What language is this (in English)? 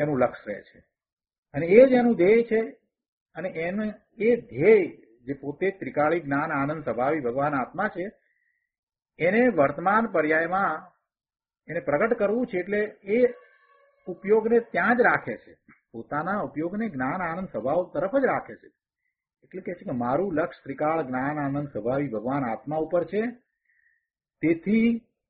Gujarati